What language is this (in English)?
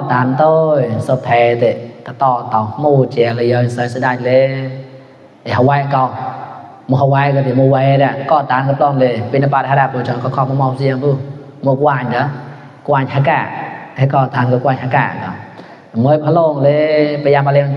Mon